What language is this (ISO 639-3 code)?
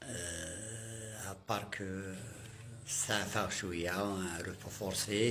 kab